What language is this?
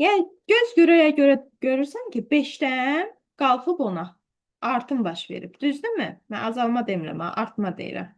Azerbaijani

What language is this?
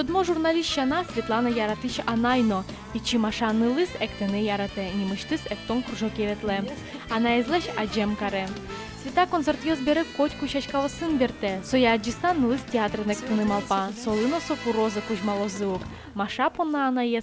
Udmurt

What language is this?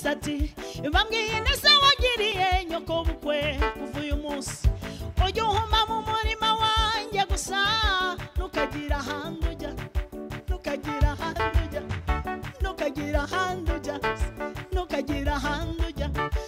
Kinyarwanda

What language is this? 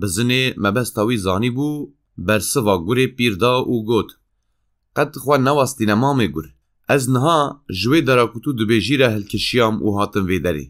Kurdish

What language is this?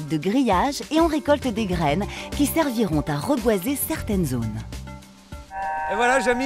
French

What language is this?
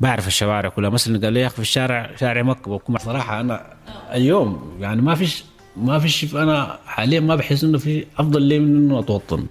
North Levantine Arabic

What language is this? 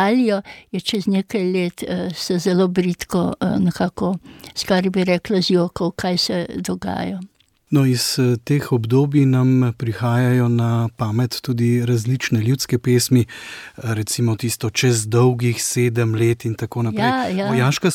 Slovenian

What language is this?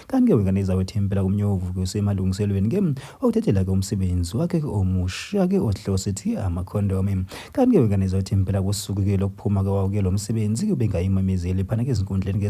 Zulu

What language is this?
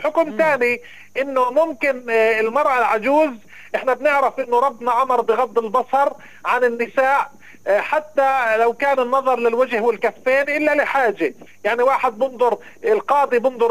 North Levantine Arabic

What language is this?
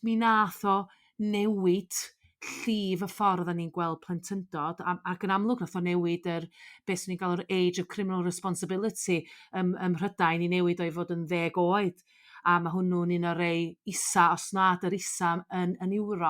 Welsh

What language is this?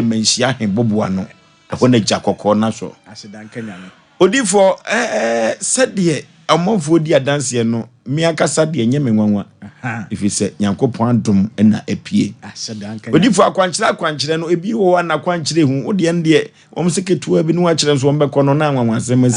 Akan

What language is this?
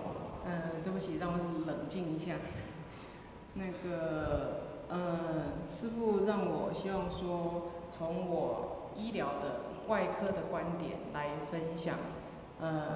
Chinese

